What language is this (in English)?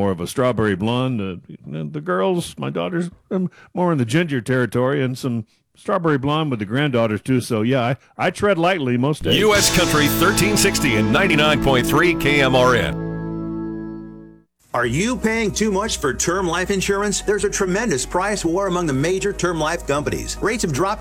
English